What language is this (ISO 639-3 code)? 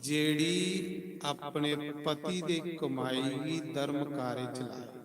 doi